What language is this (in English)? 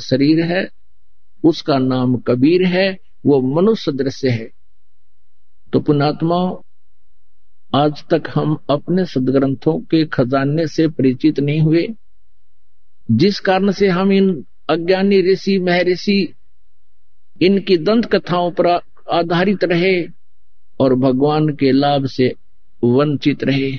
Hindi